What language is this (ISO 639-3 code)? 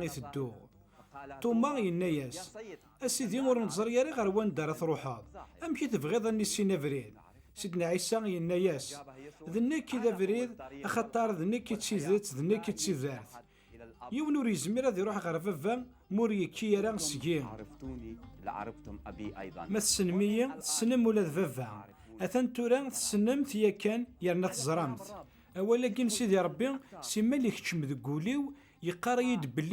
kab